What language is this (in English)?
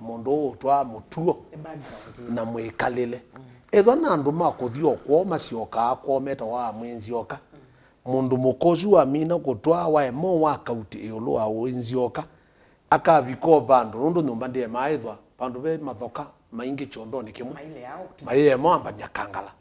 Kamba